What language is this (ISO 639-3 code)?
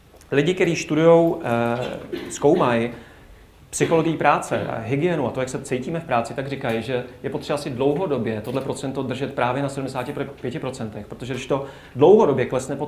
ces